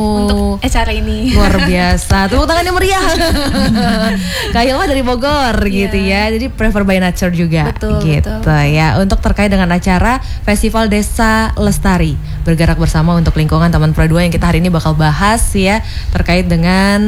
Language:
Indonesian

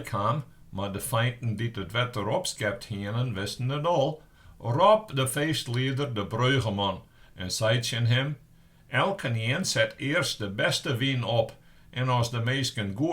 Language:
Western Frisian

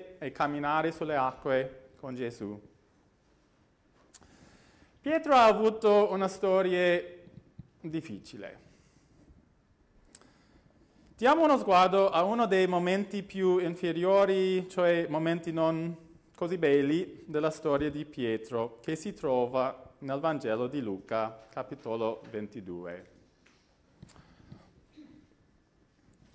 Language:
Italian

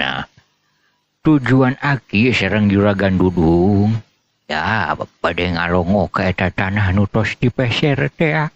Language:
Sundanese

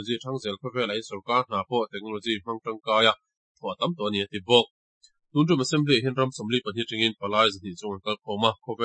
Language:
Mizo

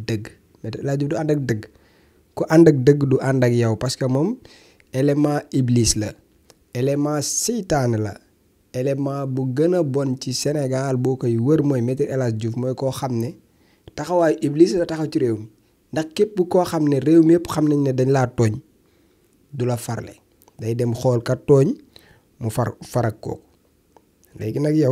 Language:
Wolof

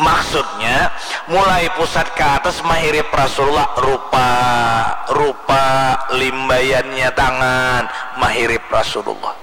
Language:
Banjar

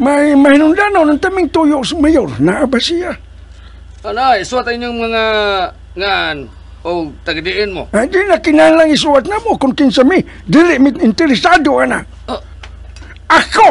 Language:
Cebuano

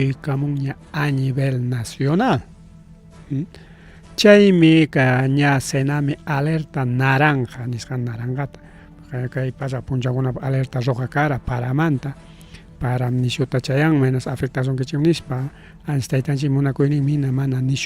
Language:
Ayacucho Quechua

